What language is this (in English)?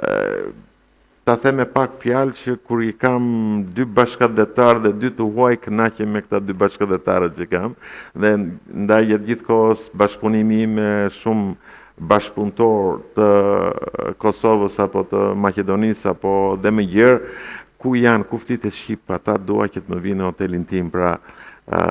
Albanian